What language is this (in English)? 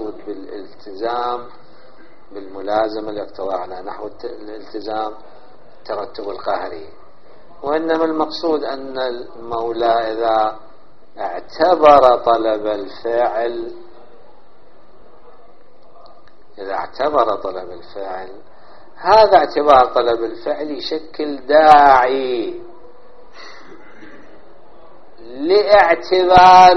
Arabic